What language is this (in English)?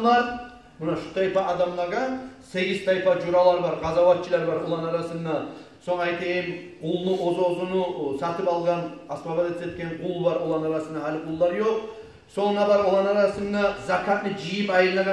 Kumyk